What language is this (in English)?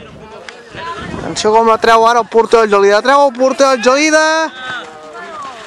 Catalan